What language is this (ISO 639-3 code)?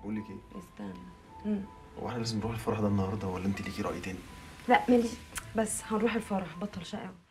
arz